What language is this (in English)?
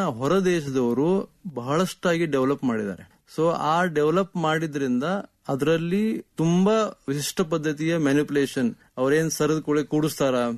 Kannada